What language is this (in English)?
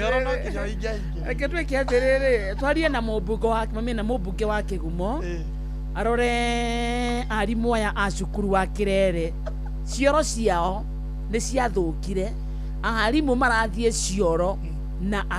Kikuyu